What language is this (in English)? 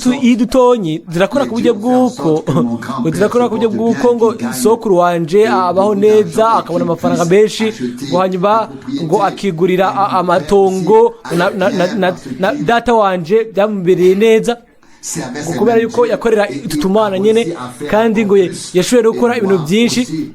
Rundi